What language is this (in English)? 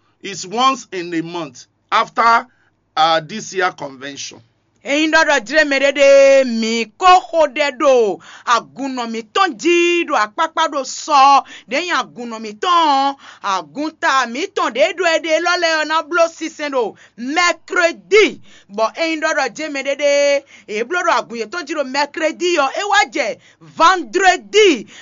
Fon